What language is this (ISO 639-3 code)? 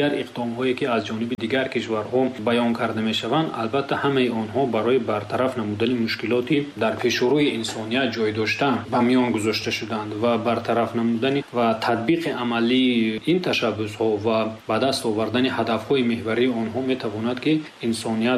tgk